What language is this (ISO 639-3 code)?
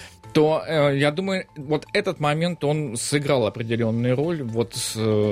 rus